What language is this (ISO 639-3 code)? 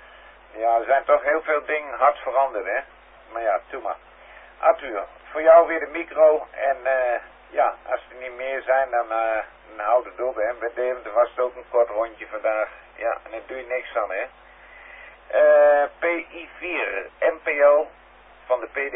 nld